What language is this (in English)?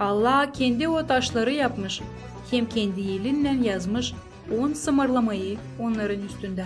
Gagauz